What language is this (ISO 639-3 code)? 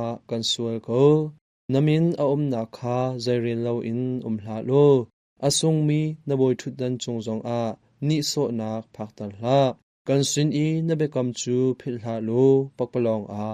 cnh